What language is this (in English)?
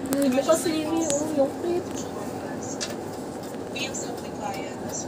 Filipino